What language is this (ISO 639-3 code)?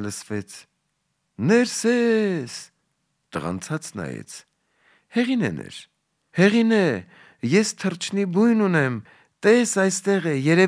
hye